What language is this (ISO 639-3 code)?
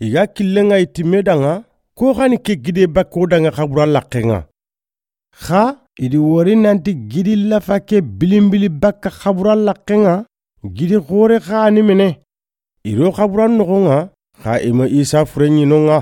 snk